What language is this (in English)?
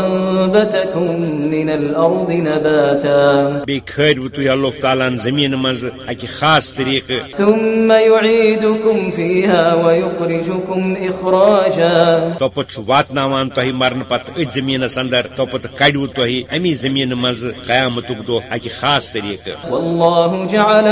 Kashmiri